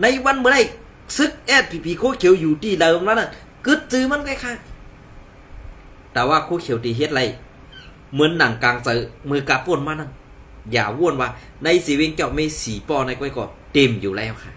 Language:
Shan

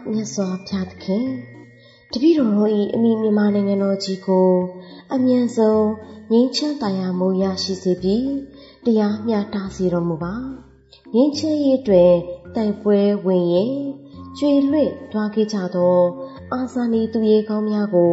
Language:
Burmese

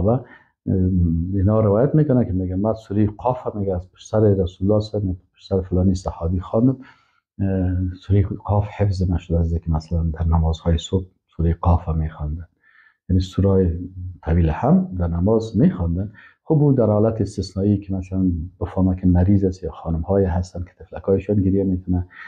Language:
Persian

